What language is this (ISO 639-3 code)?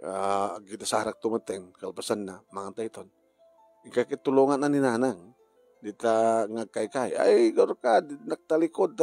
ilo